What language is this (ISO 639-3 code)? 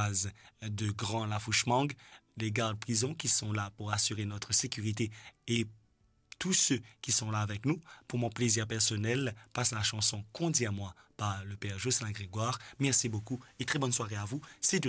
mfe